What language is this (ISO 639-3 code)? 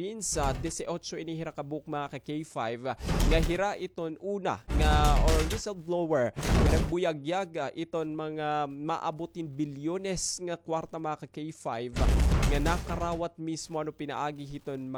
war